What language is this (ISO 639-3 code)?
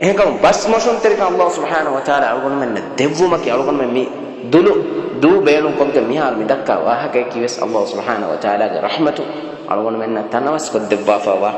div